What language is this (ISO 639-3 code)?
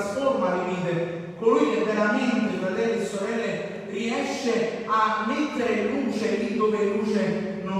ita